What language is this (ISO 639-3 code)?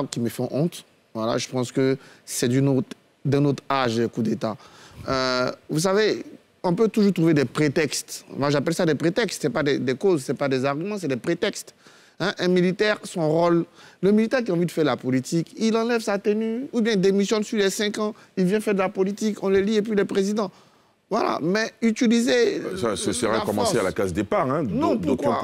fra